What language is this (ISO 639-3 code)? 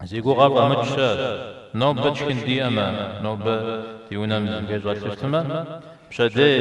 kbd